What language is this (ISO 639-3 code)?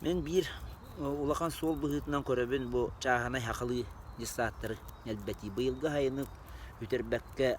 sah